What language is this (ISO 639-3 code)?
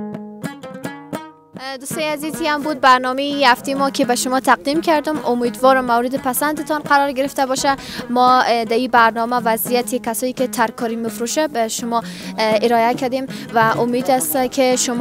fas